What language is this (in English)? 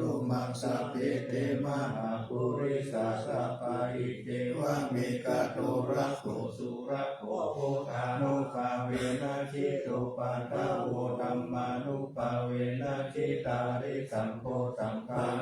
Pali